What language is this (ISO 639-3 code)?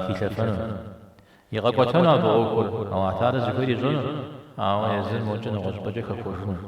kbd